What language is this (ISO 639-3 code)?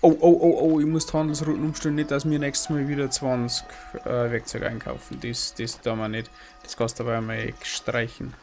bar